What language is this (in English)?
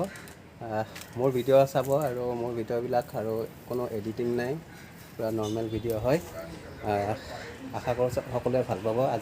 Assamese